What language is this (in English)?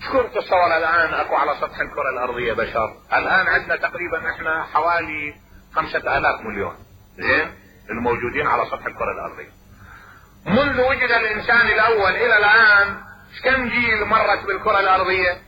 Mesopotamian Arabic